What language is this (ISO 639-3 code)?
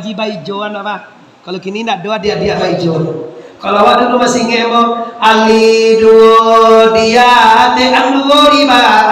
min